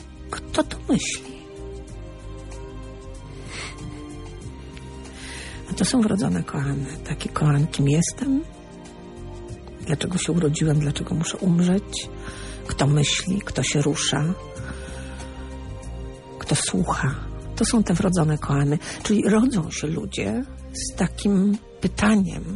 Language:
Polish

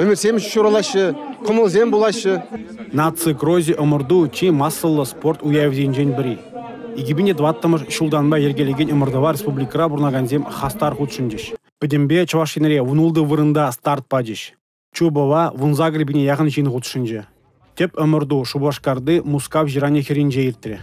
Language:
Chuvash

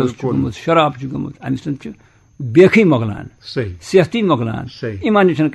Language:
Kashmiri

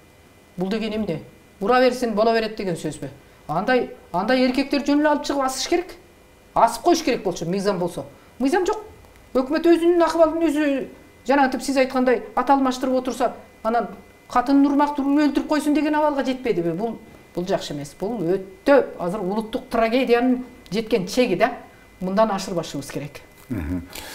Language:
Kyrgyz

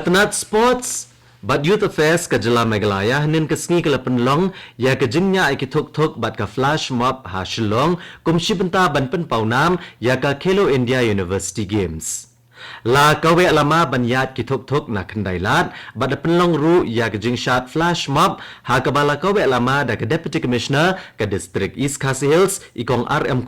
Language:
Khasi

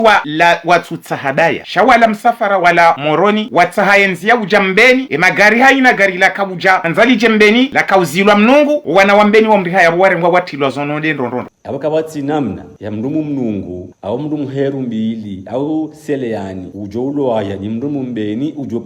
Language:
Ngazidja Comorian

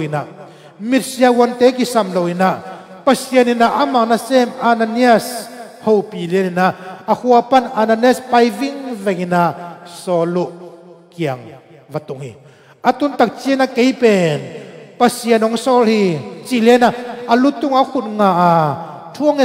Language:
Tedim Chin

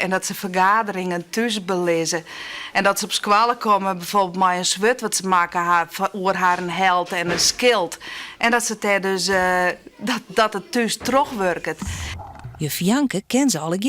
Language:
Western Frisian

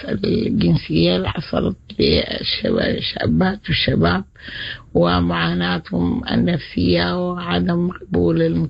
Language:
Sudanese Arabic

